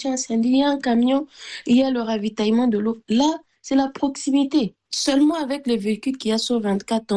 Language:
French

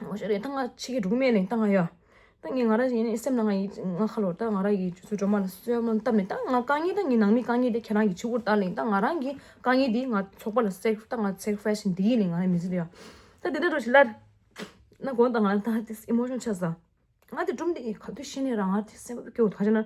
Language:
Tibetan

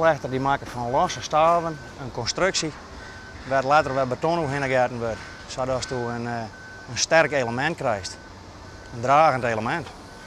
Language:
Western Frisian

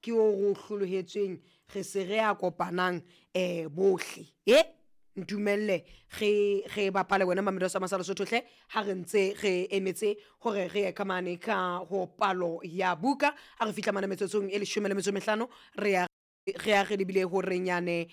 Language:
Southern Sotho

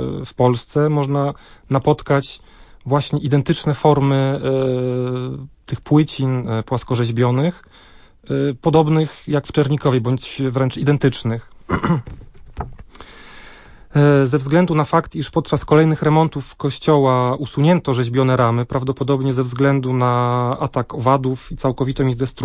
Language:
Polish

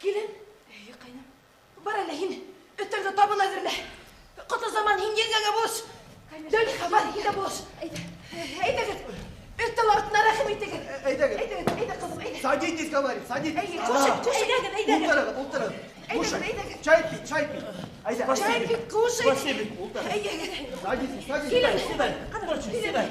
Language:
Bashkir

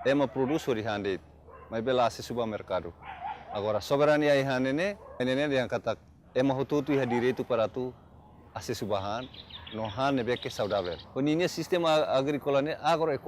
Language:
Tetum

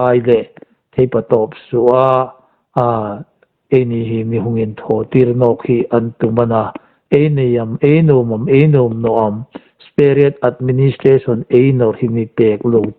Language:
Hmar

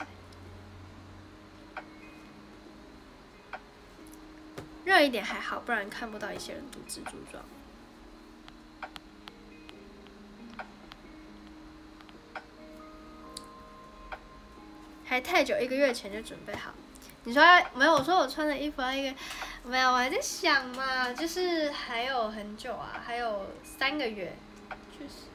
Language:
Chinese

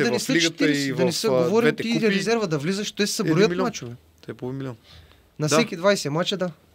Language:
Bulgarian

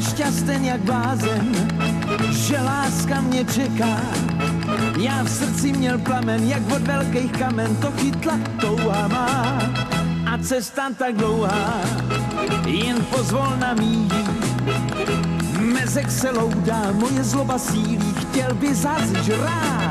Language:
Czech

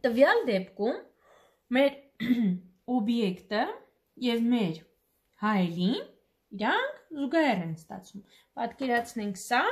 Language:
Armenian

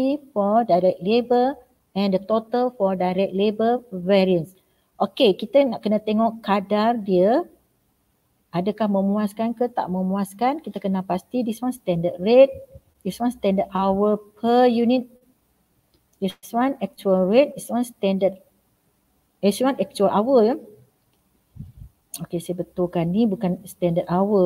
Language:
Malay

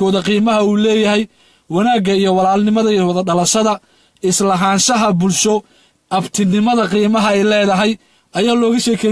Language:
Somali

